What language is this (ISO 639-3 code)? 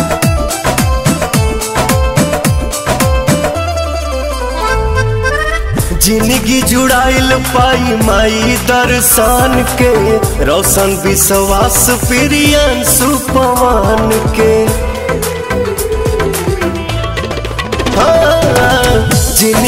bho